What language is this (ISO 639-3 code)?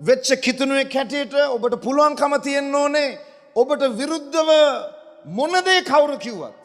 sin